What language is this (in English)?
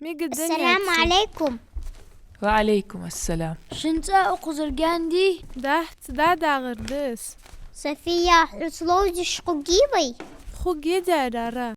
Ingush